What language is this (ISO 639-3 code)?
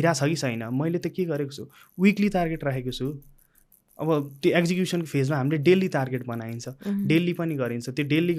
nep